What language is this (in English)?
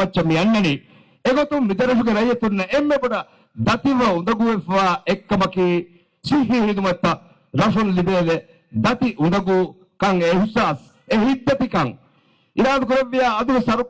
Divehi